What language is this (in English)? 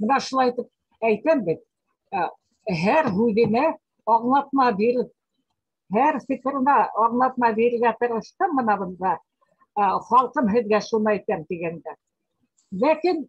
Bashkir